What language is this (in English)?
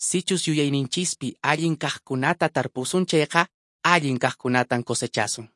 Quechua